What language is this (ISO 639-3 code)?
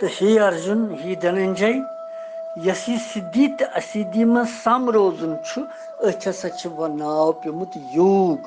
kas